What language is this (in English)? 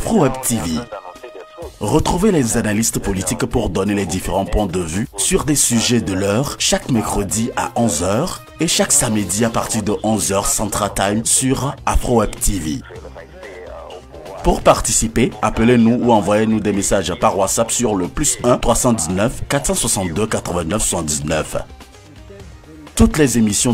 French